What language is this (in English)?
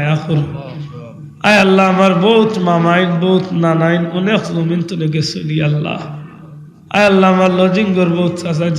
Sylheti